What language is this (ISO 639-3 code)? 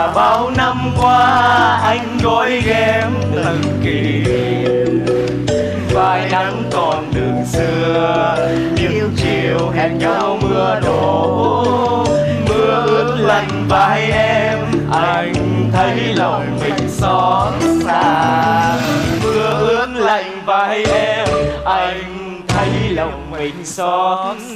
vie